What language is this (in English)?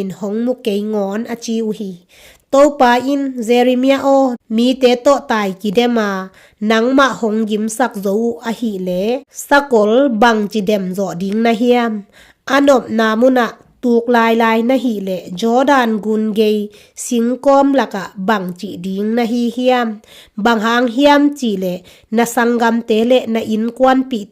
Tedim Chin